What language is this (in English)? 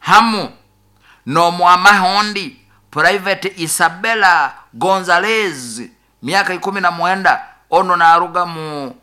Nyoro